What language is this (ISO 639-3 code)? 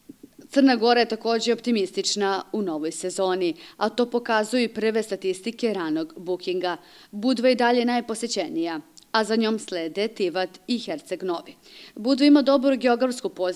srp